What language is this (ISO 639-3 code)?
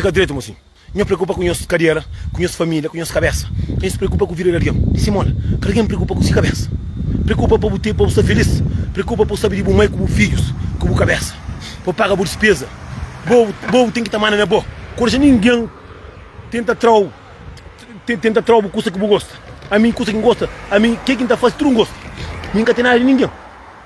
kea